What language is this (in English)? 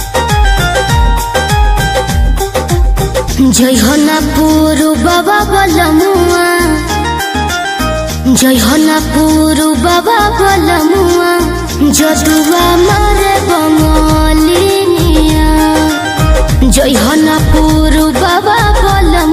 Bhojpuri